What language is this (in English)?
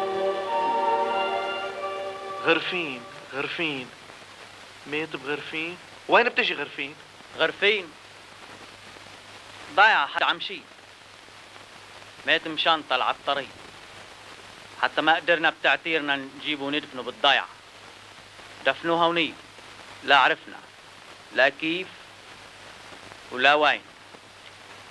North Levantine Arabic